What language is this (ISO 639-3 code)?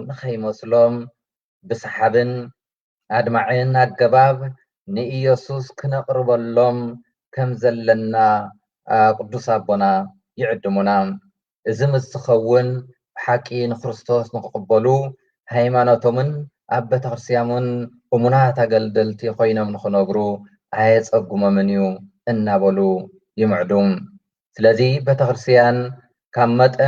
tir